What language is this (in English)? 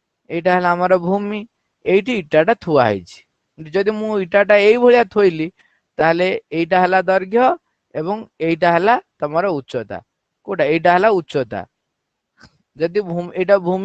Odia